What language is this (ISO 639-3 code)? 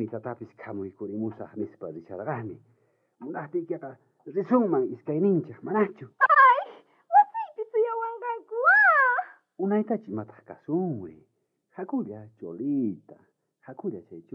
quh